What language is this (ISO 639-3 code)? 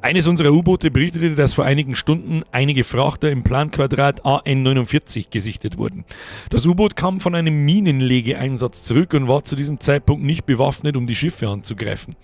bar